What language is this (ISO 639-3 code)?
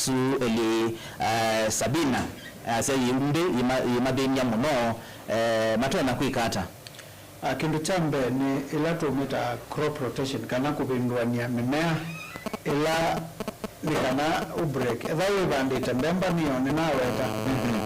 kam